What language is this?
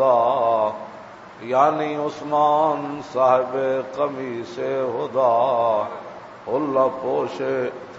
Western Panjabi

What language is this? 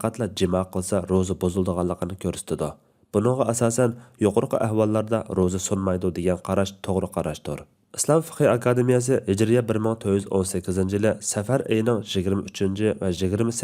Uyghur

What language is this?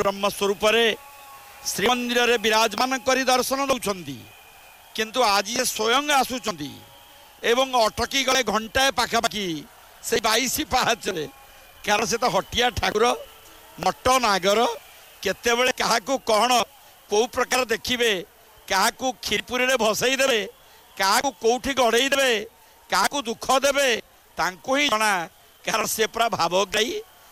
Odia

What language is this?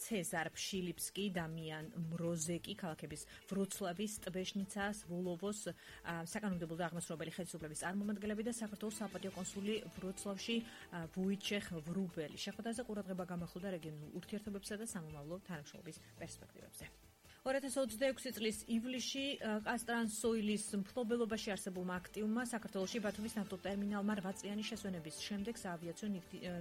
Georgian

